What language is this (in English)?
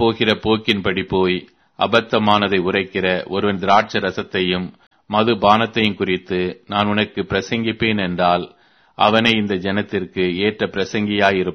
Tamil